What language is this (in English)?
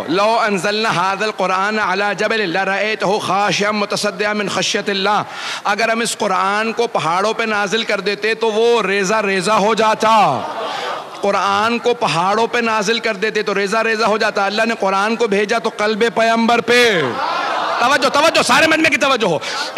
Urdu